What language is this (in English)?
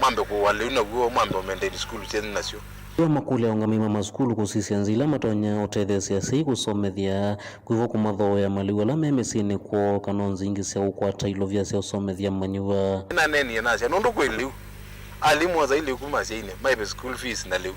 Kamba